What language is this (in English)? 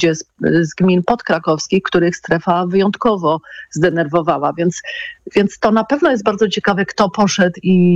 Polish